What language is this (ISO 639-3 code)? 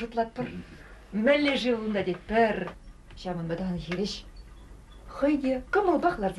chv